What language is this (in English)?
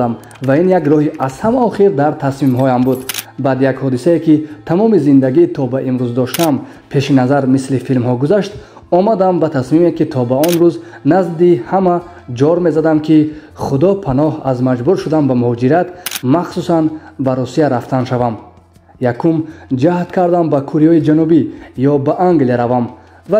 Tajik